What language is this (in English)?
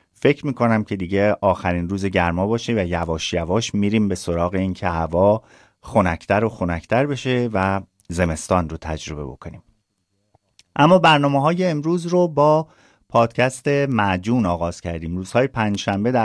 Persian